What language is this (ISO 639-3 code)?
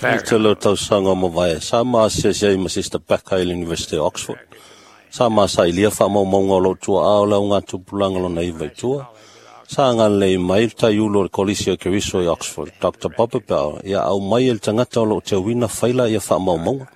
smo